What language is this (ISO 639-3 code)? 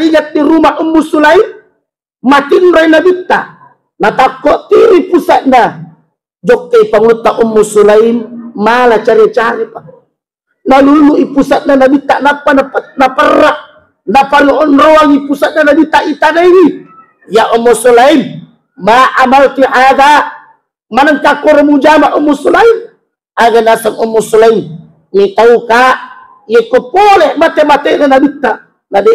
bug